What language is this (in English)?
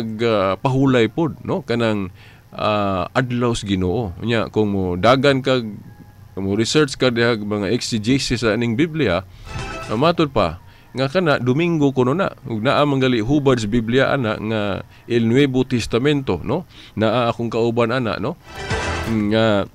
Cebuano